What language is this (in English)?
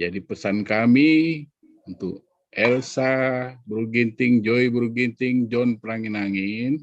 Batak Karo